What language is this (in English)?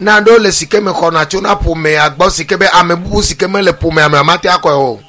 Ewe